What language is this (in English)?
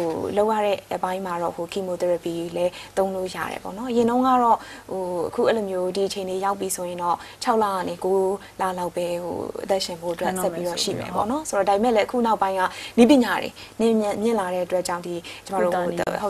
Burmese